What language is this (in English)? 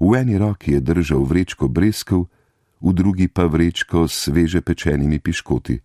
Slovenian